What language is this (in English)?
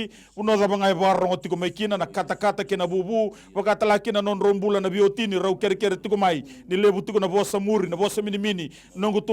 Fijian